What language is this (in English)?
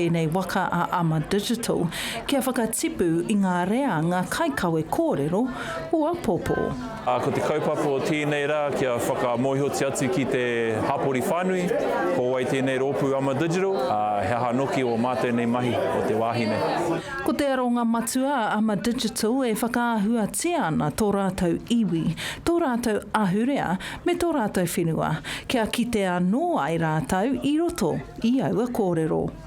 Māori